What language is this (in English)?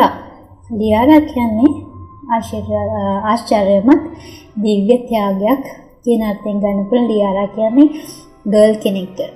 Sinhala